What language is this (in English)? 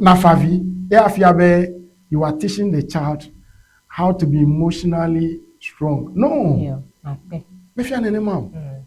Ewe